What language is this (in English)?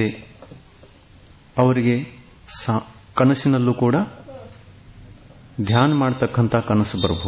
Kannada